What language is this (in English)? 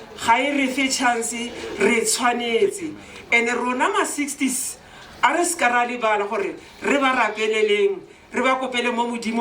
Tswana